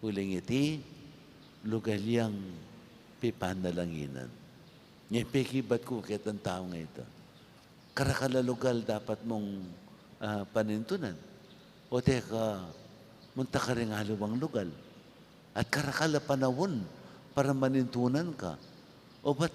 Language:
Pampanga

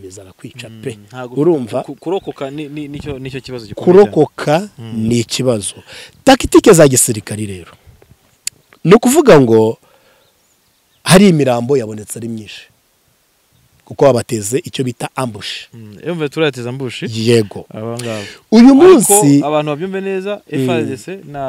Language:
Kinyarwanda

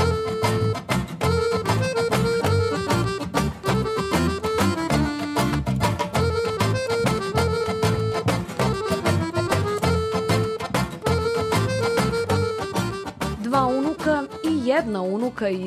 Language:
Serbian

